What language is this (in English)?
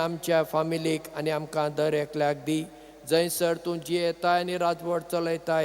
Konkani